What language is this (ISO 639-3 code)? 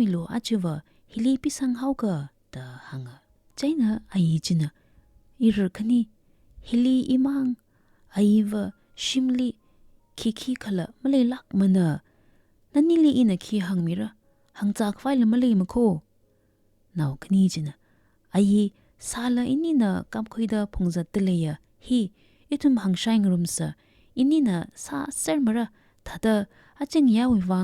nmf